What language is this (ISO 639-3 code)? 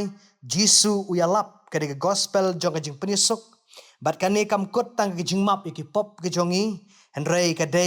kha